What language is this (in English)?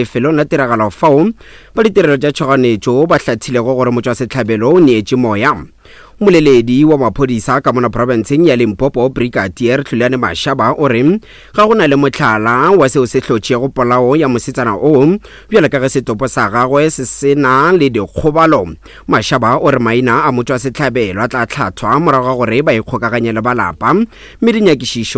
Northern Sotho